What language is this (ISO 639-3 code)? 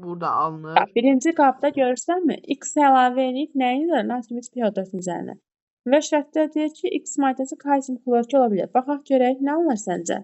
aze